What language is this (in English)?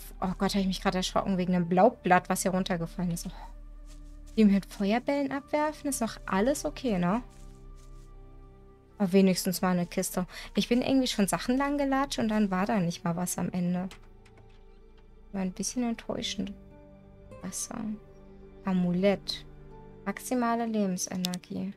German